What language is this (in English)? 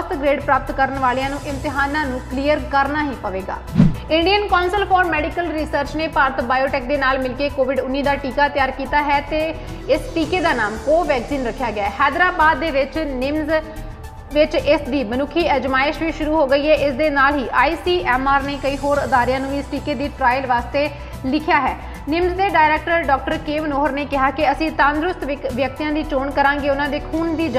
Punjabi